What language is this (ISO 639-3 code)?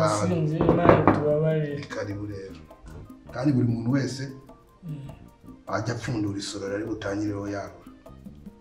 kin